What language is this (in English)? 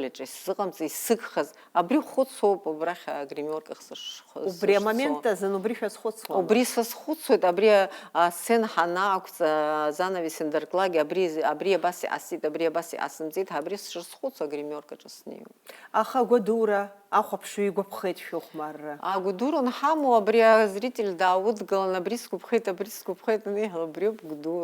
Abkhazian